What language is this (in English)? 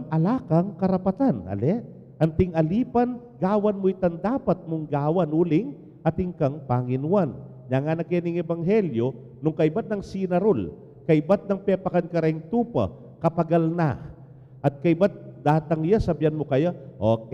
Pampanga